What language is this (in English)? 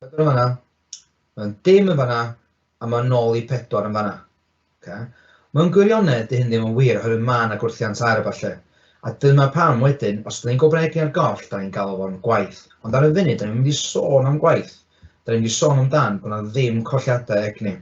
Welsh